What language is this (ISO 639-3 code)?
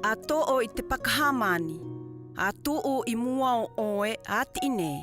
mqm